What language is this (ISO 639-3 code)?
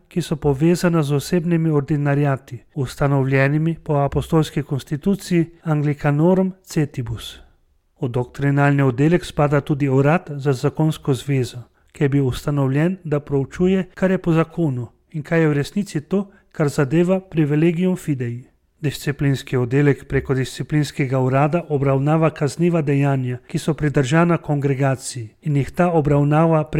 slv